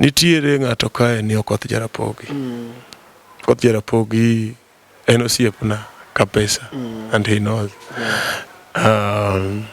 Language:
Luo (Kenya and Tanzania)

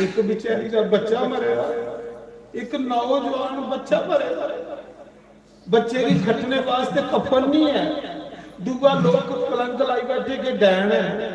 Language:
Dogri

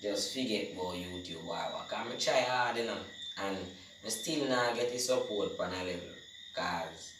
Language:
Jamaican Creole English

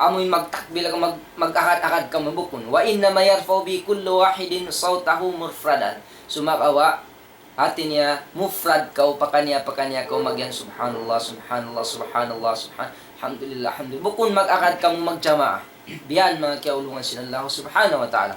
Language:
Tausug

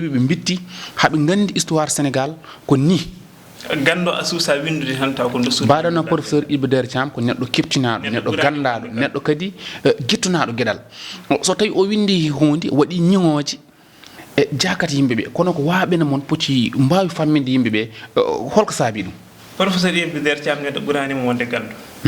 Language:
Fula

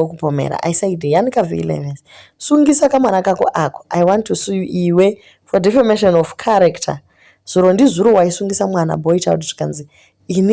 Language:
Shona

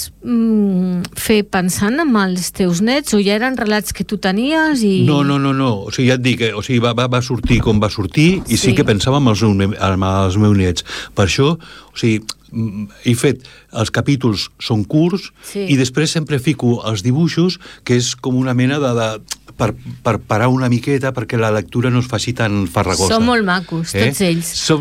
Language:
Catalan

